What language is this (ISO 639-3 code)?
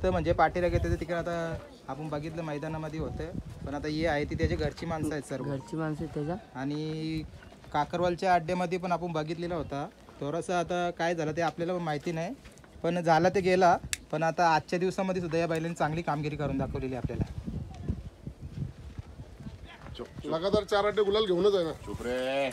mar